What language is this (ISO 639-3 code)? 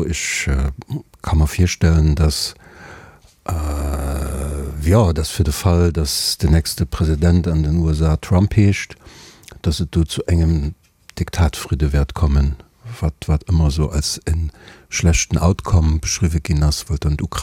ltz